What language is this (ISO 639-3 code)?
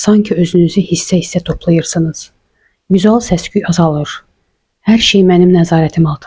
aze